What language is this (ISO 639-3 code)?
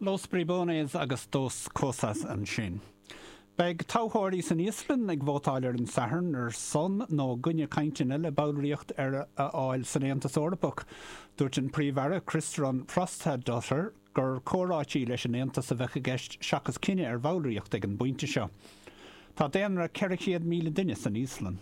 gle